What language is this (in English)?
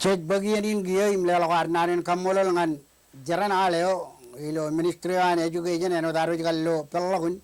Marshallese